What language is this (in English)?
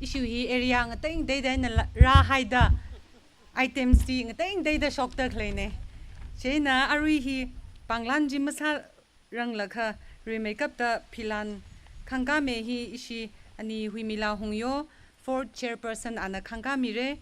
Tangkhul Naga (India)